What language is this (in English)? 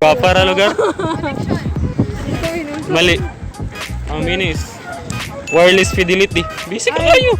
Cebuano